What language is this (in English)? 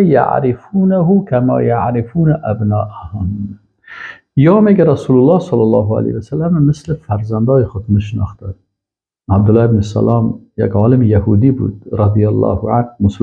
Persian